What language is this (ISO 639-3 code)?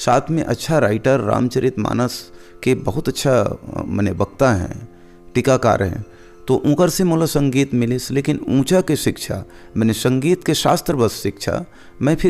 hne